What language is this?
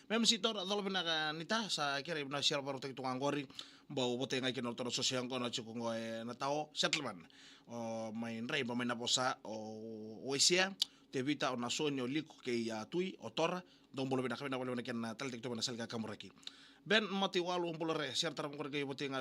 Fijian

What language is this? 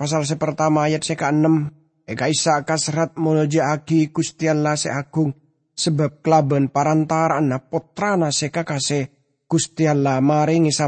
Madurese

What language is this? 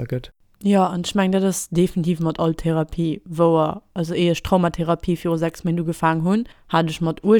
Luxembourgish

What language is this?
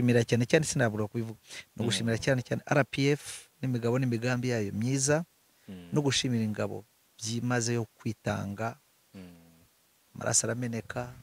Kinyarwanda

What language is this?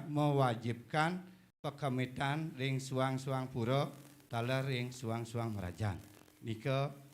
Balinese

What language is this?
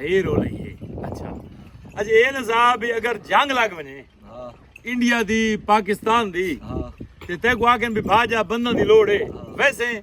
Saraiki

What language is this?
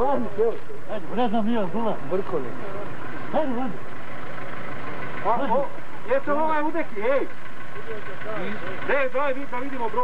Bosnian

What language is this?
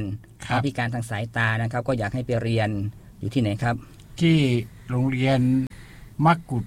Thai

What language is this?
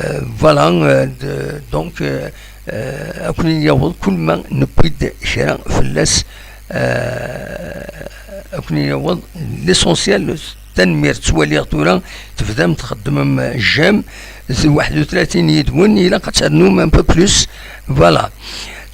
Kabyle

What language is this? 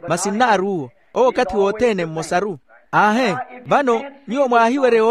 Makhuwa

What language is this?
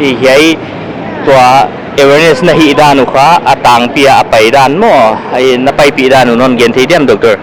Paite Chin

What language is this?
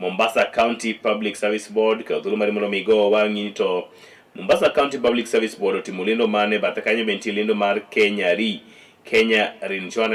Luo (Kenya and Tanzania)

